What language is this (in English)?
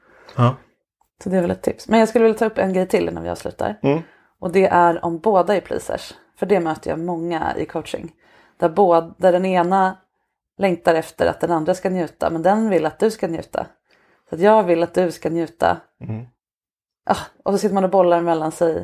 Swedish